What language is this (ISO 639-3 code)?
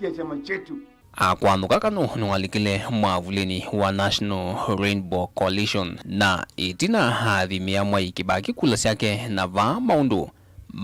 kam